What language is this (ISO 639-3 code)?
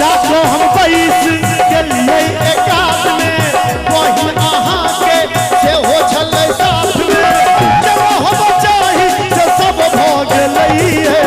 mai